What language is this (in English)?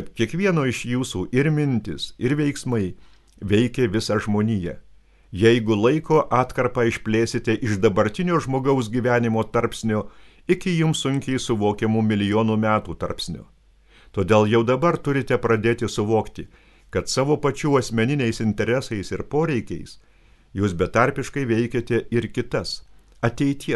Lithuanian